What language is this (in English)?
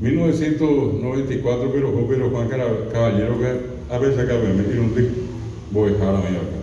Guarani